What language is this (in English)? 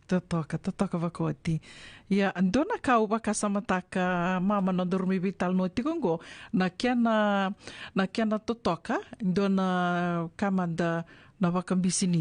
Fijian